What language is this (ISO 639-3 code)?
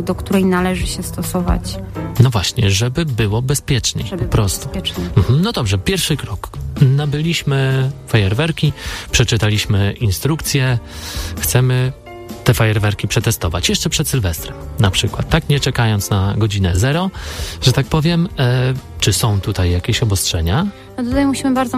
pol